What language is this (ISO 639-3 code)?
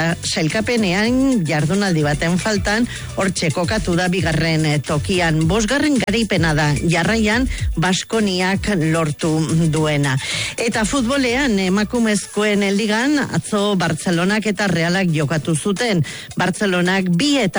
eus